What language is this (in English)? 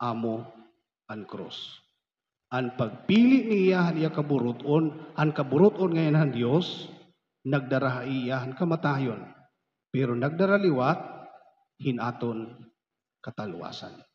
Waray